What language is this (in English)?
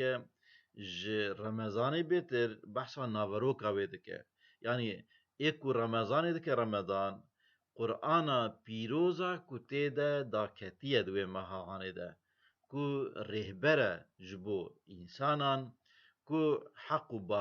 Kurdish